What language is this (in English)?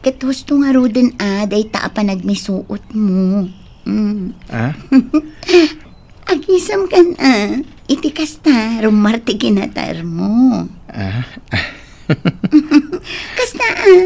Iloko